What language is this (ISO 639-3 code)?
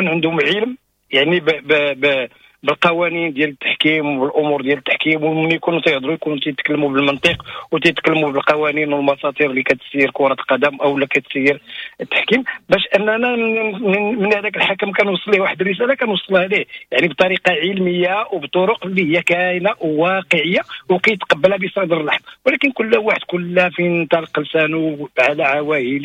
ary